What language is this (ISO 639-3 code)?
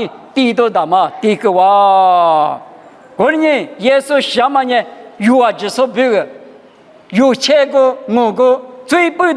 lis